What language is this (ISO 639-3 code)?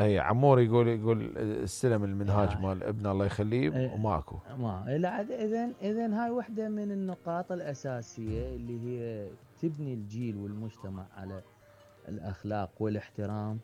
acm